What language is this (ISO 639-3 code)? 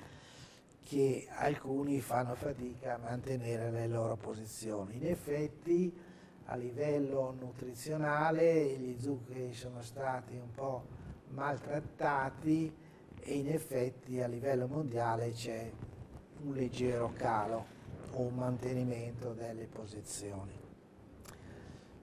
ita